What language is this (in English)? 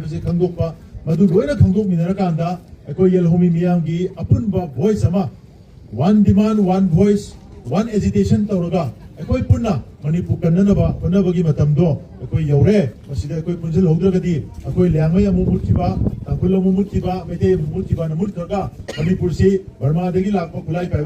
Manipuri